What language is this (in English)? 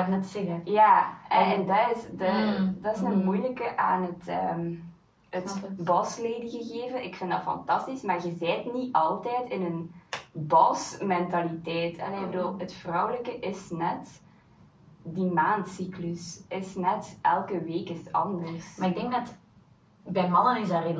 Dutch